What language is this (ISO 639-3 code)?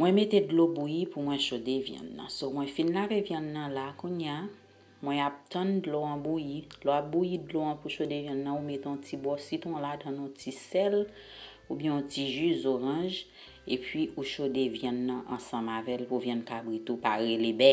hat